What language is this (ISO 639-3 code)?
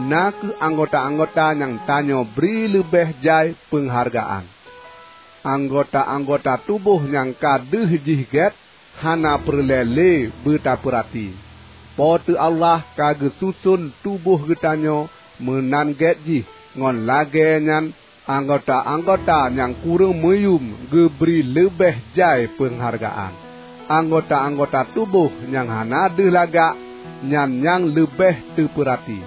ace